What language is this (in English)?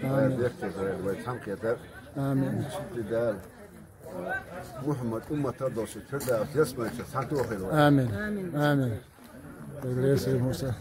Chechen